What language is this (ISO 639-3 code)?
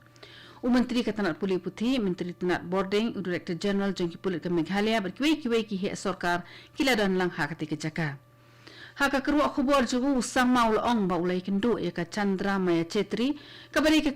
kha